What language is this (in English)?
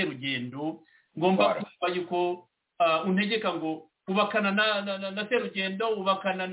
Kinyarwanda